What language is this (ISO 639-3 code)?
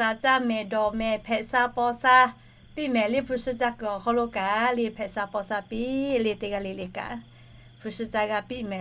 lhu